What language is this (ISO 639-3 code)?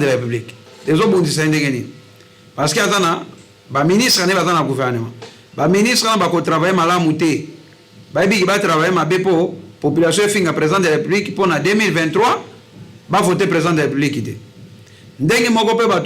lin